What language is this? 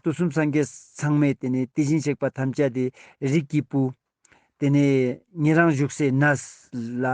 Ladakhi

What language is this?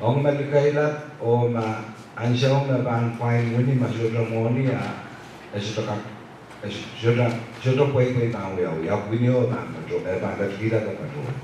Pohnpeian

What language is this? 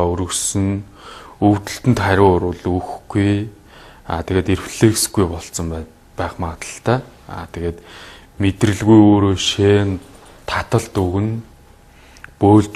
Mongolian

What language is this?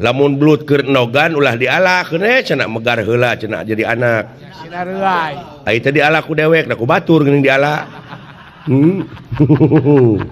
Sundanese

